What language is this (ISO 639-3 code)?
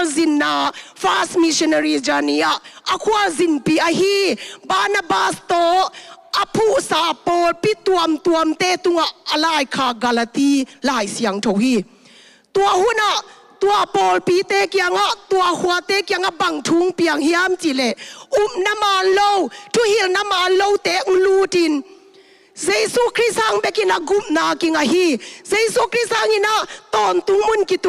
ctd